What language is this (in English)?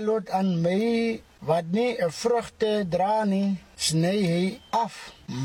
Afrikaans